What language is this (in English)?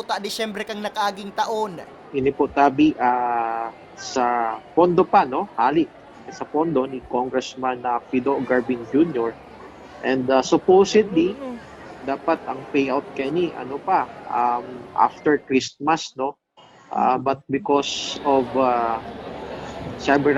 Bikol